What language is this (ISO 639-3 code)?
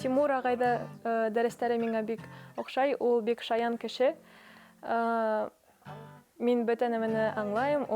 bak